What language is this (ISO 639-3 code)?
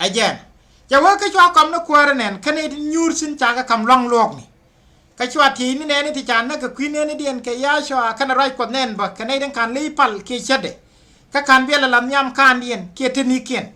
nus